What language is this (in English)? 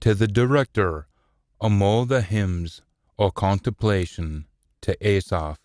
Scots